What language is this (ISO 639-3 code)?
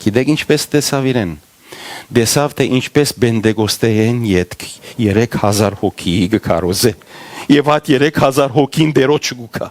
hyw